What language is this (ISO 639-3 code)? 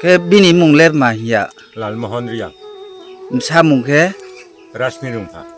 ria